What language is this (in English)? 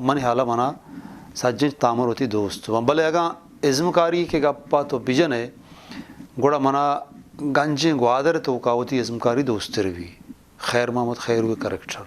Eastern Balochi